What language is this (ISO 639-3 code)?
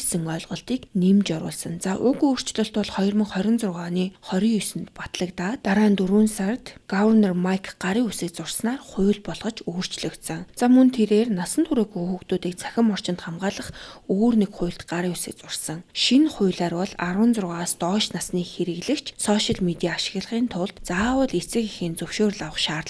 mon